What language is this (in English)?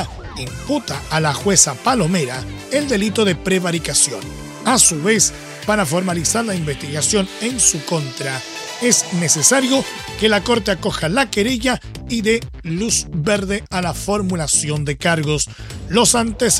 Spanish